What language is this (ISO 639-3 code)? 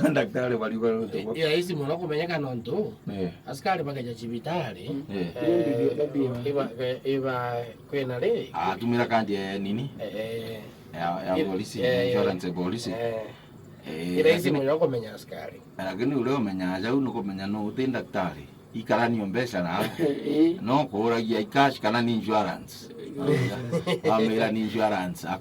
mer